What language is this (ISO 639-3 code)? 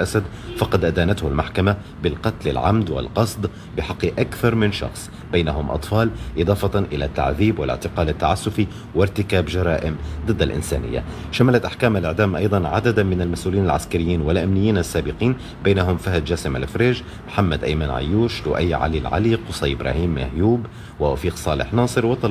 ara